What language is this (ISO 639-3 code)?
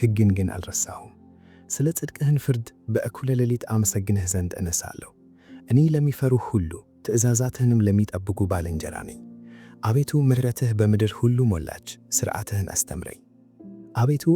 amh